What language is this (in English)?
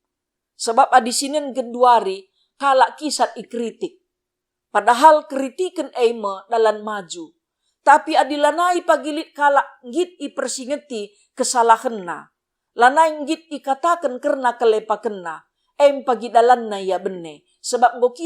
Batak Karo